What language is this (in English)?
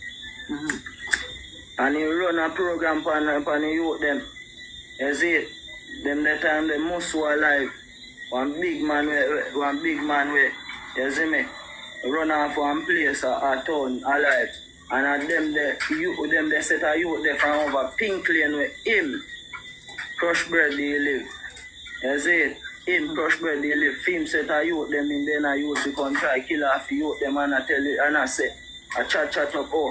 Jamaican Creole English